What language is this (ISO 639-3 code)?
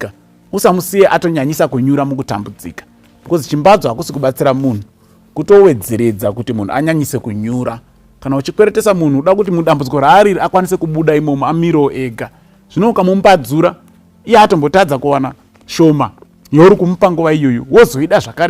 sna